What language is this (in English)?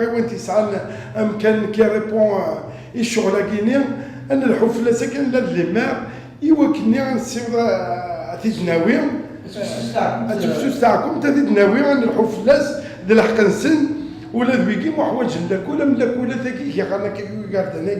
Kabyle